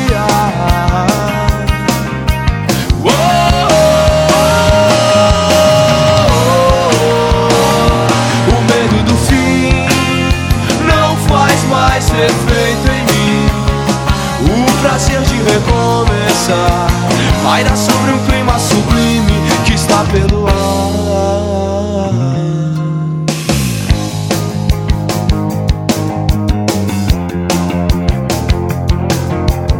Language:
Portuguese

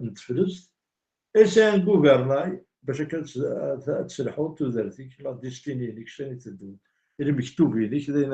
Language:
Kabyle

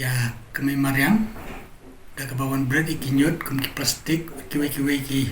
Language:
Khasi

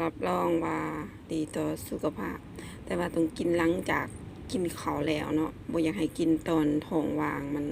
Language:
Lao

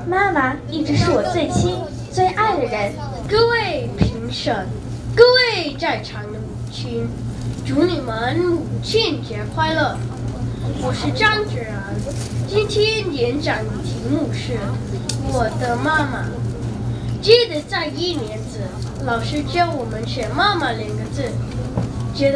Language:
Chinese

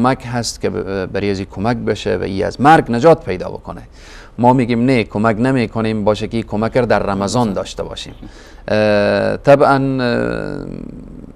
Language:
Persian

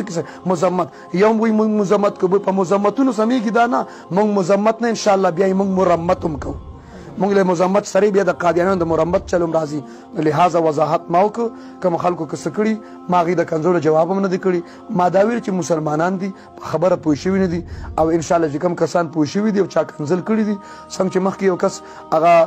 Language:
Pashto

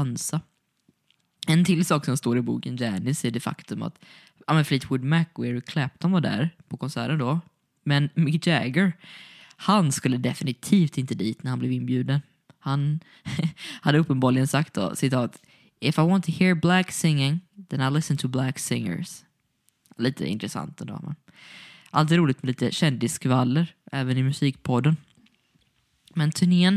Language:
Swedish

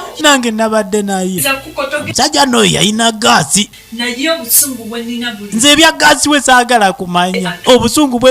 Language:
Ganda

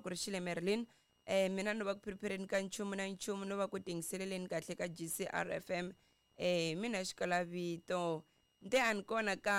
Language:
Tsonga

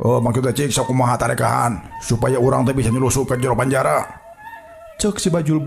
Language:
Sundanese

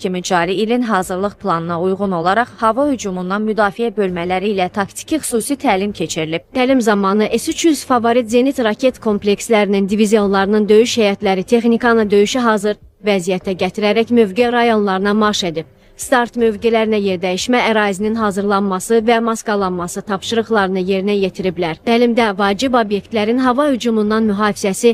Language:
Azerbaijani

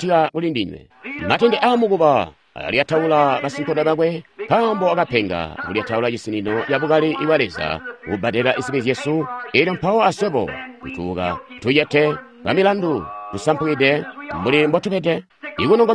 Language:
Tonga (Zambia)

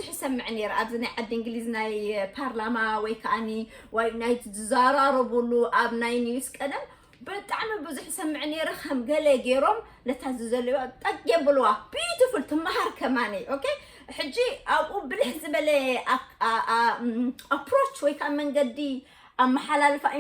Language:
Tigrinya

